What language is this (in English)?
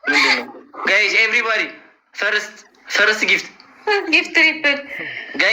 Amharic